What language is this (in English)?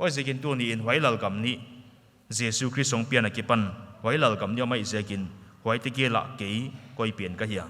Paite Chin